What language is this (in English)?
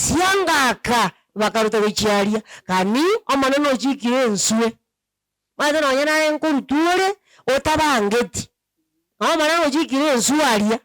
Gusii